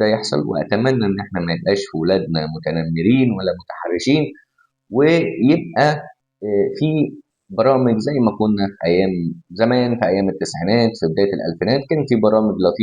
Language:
Egyptian Arabic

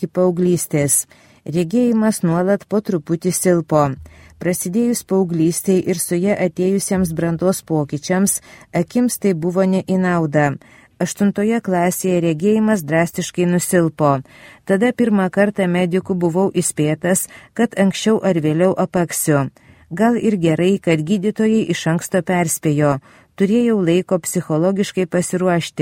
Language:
Lithuanian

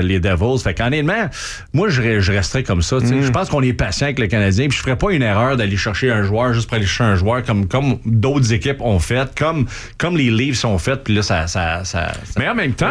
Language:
French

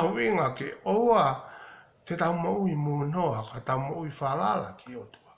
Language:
Tongan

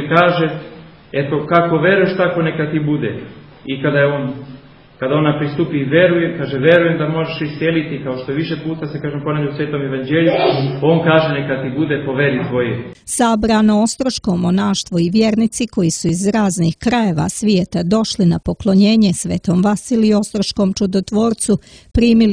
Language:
Serbian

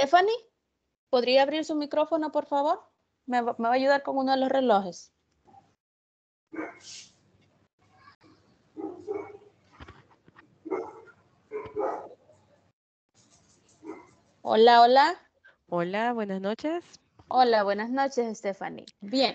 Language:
Spanish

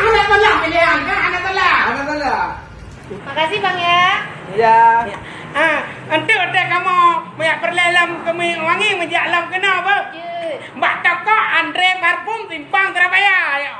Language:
Achinese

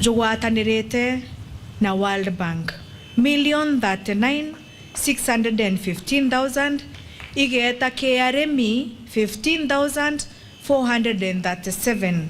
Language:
Meru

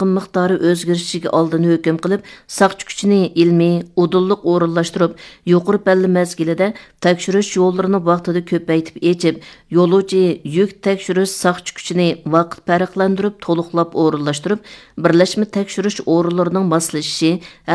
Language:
Uyghur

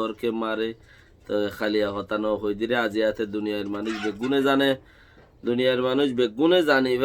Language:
Rohingya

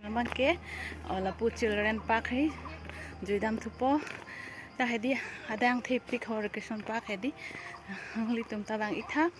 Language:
Karbi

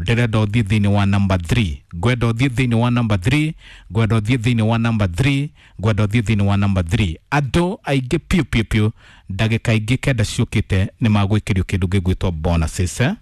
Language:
Kikuyu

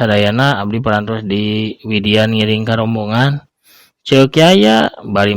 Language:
Sundanese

